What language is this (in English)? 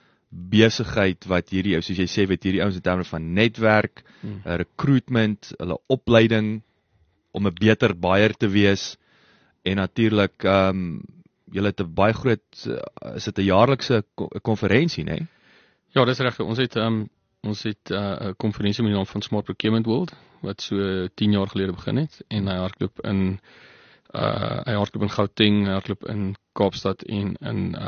Afrikaans